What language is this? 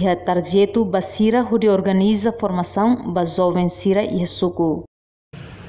Tetum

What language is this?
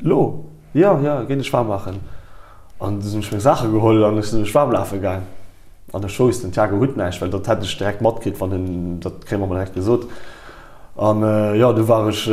Luxembourgish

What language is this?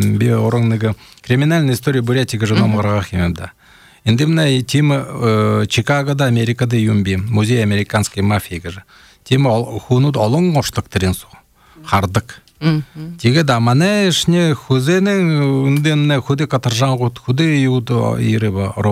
Buriat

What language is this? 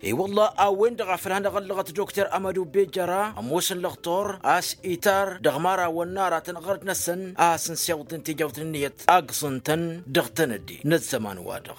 Tamasheq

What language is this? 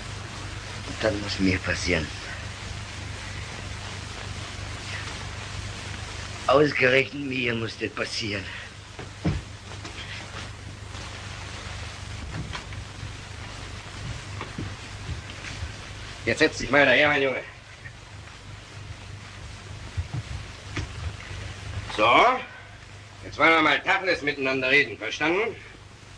German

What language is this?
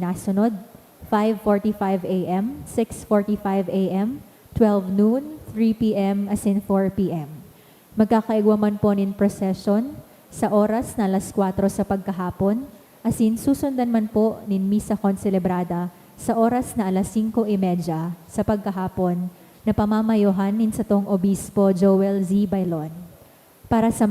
Bikol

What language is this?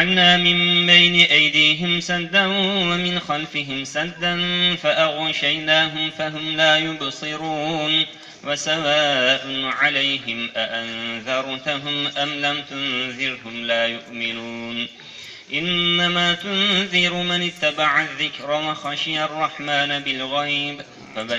Arabic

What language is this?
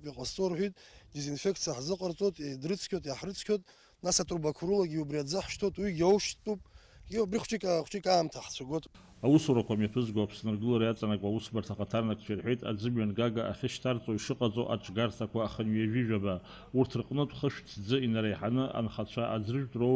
Abkhazian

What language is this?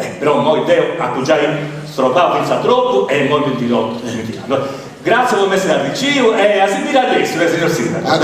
Sardinian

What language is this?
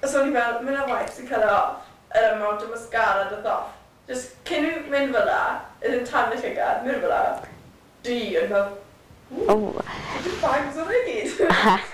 Welsh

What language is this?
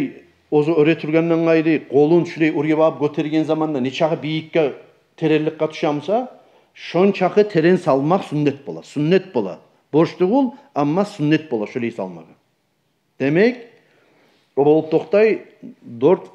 Kumyk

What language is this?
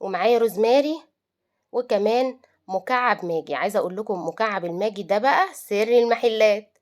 Egyptian Arabic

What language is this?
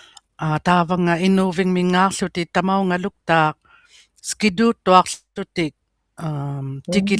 Inuktitut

